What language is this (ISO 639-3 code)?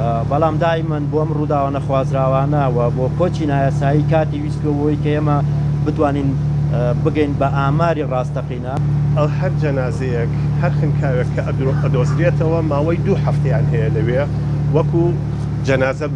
ckb